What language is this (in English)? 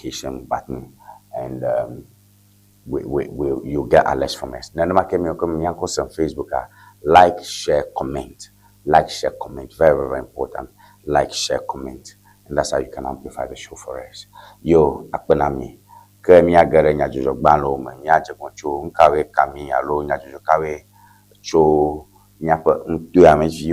Ewe